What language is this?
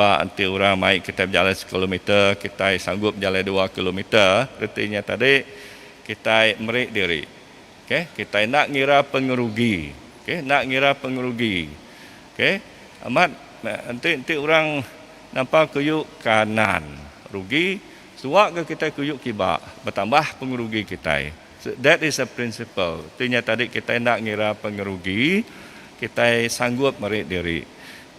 Iban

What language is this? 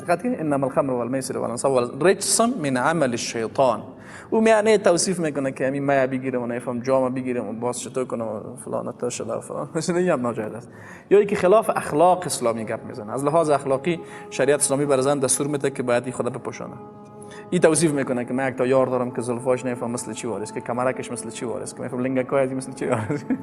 Persian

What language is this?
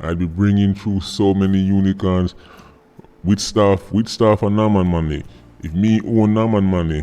Jamaican Creole English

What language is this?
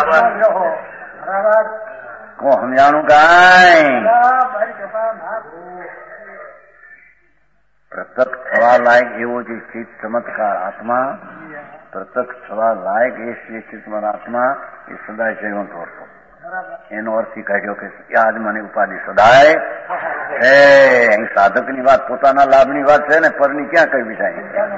Gujarati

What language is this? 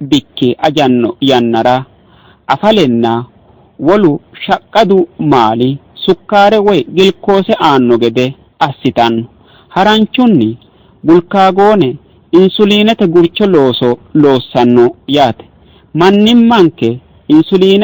Sidamo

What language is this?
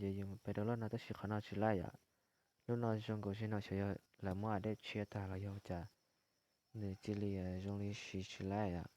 Hmong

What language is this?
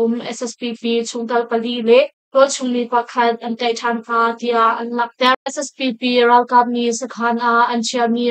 Hakha Chin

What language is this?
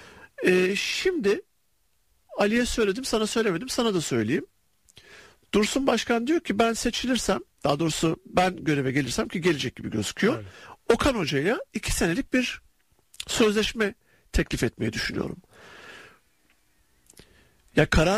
Turkish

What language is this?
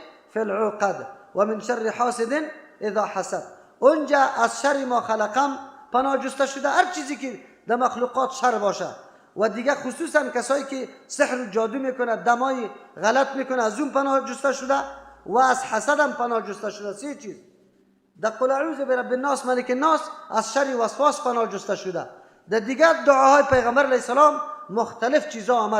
Persian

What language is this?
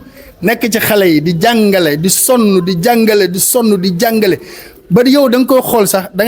Wolof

